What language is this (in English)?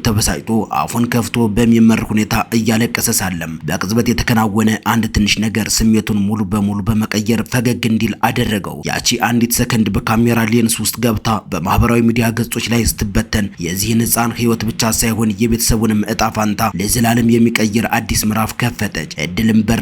Amharic